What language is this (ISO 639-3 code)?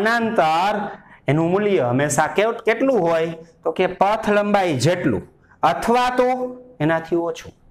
guj